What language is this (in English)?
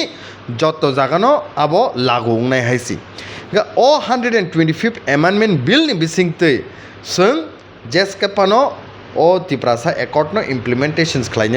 Kok Borok